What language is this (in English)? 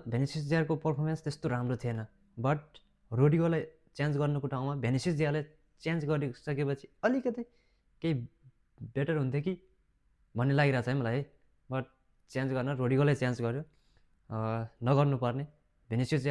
Nepali